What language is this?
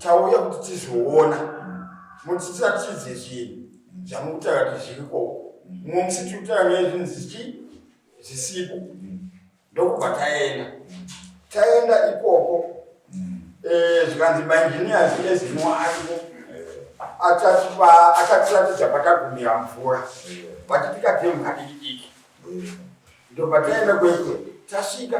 Shona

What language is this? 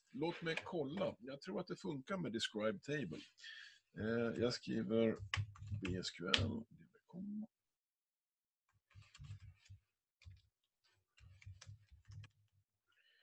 Swedish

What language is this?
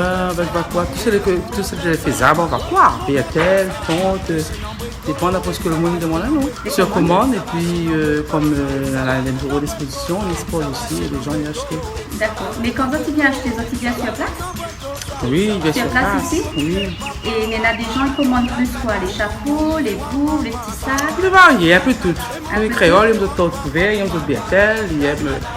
Réunion Creole French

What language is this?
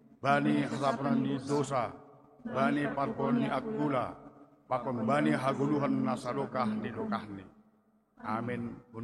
Batak Simalungun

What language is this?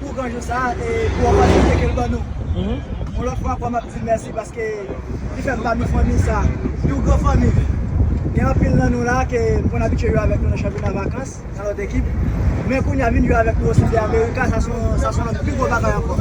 Haitian Creole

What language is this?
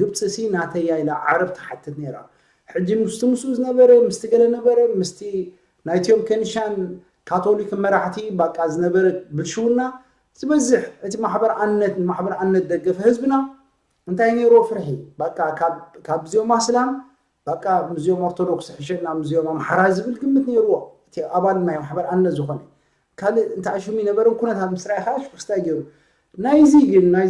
Tigrinya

